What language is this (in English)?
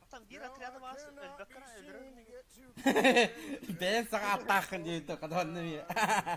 Yakut